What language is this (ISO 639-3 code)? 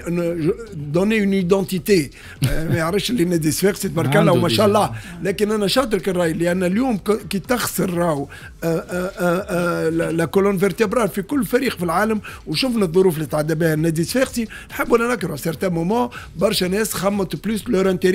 aeb